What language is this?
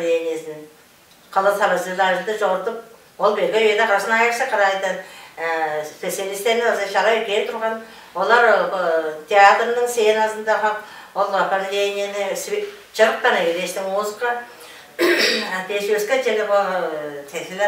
Tuvinian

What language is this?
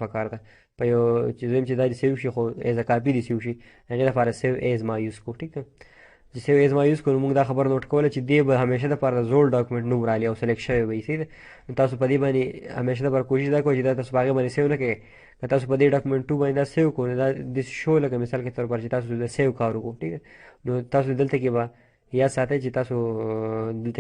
Pashto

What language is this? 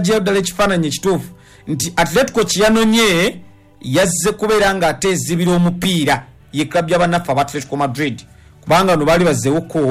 Ganda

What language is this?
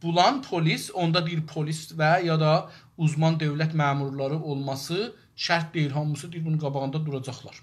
South Azerbaijani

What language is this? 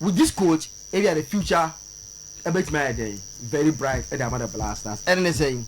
Akan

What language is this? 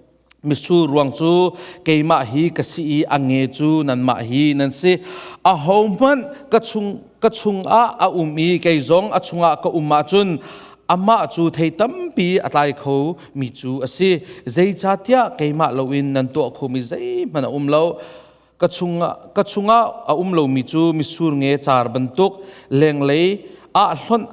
Hakha Chin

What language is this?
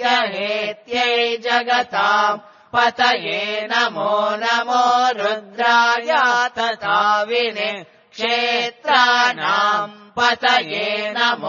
Sanskrit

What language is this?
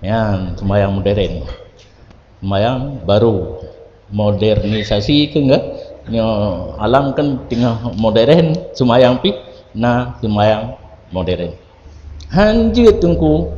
Achinese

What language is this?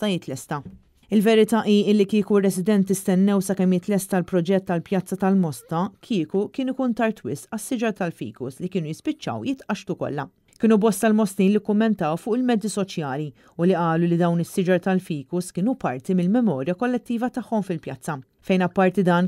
Maltese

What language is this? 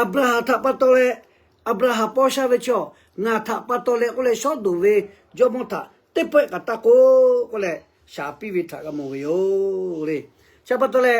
Lahu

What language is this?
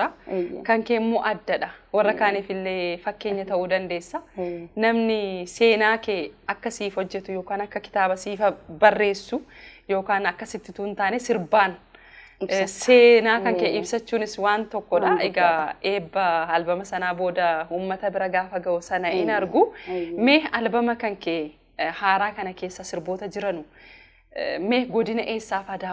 Oromo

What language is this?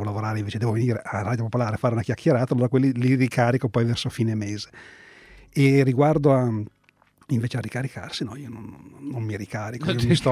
Italian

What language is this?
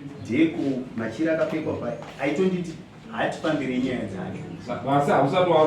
Shona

